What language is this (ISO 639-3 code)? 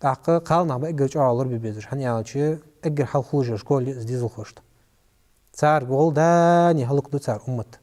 inh